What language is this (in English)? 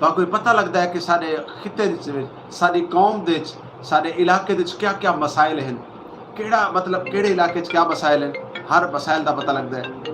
Saraiki